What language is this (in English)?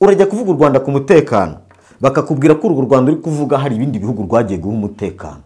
Kinyarwanda